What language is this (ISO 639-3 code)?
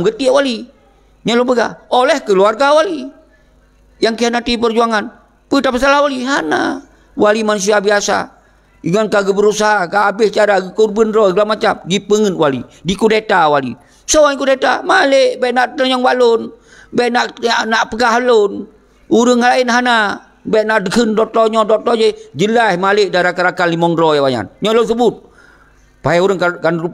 ace